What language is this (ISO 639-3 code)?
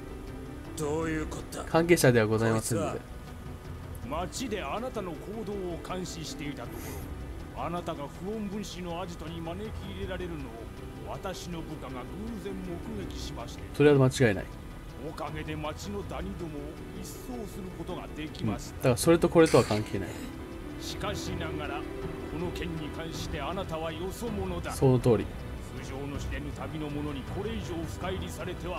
jpn